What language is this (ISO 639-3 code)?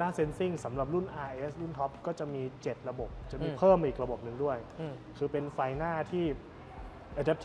tha